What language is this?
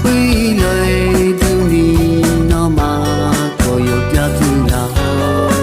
Akha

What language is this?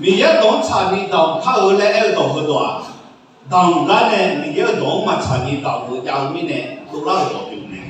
Akha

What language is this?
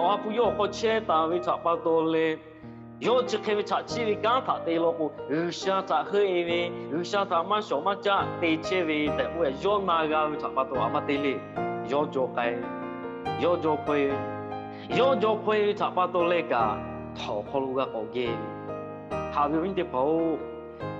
Lahu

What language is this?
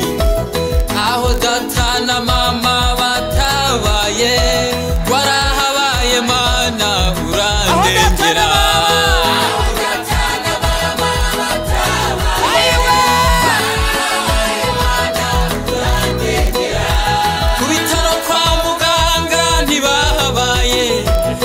Kinyarwanda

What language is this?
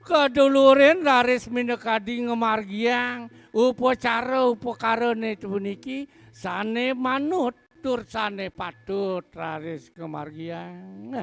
Balinese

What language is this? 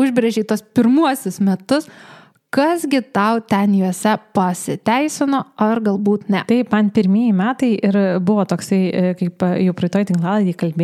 Lithuanian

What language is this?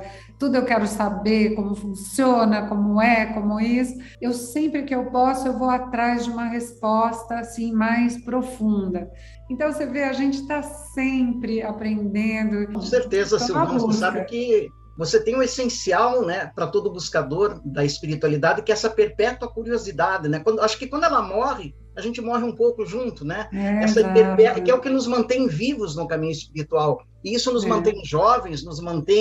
Portuguese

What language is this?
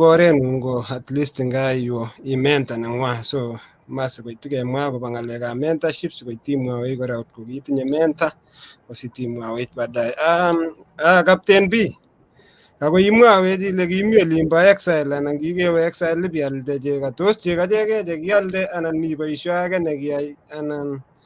Kalenjin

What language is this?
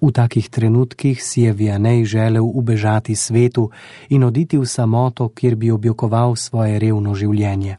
Slovenian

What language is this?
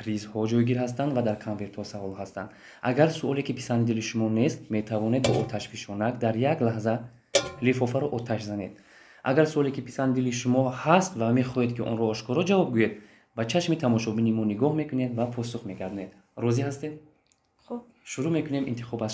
Tajik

